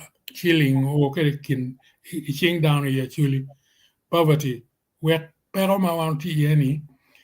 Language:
Acoli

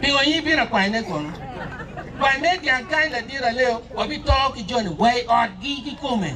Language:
Acoli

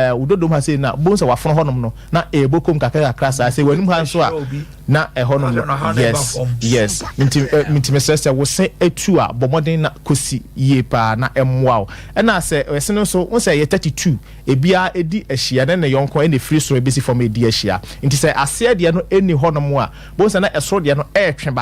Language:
Akan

